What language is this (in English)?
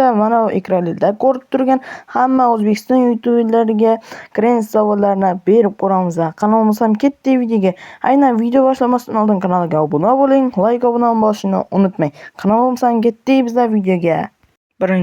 Uzbek